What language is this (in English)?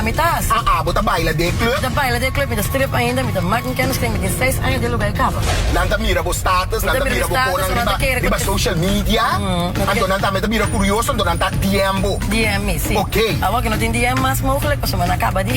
Papiamento